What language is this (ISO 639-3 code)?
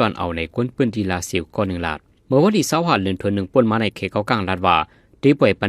shn